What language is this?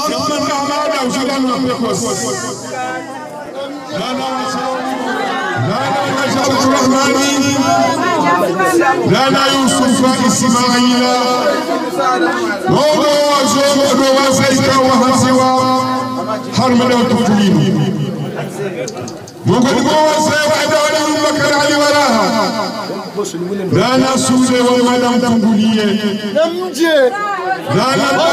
Swahili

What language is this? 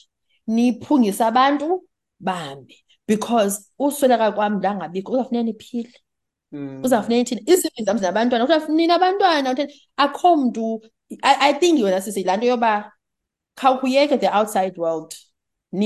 Xhosa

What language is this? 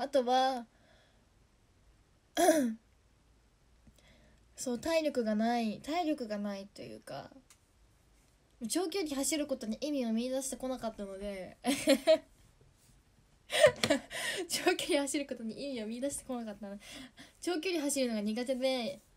Japanese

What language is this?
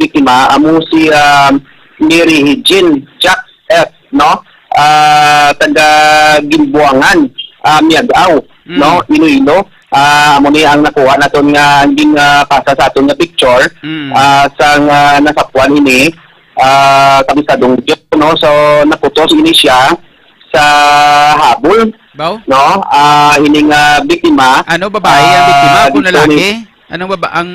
Hiligaynon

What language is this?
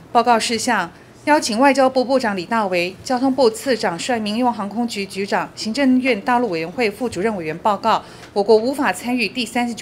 Chinese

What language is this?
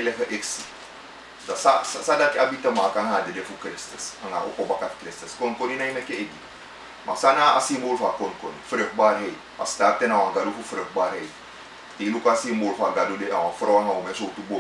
Sranan Tongo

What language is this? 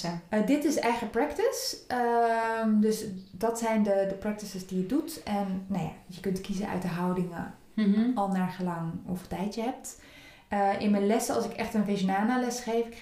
Dutch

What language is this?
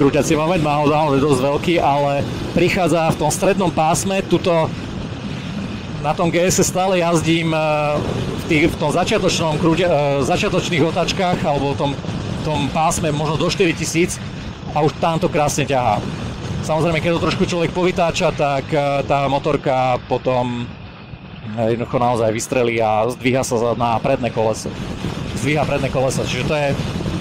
Slovak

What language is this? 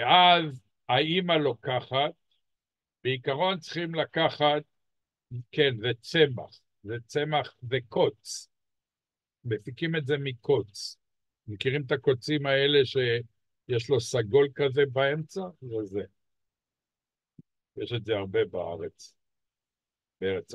Hebrew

